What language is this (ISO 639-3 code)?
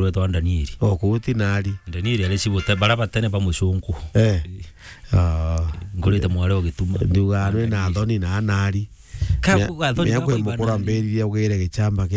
mer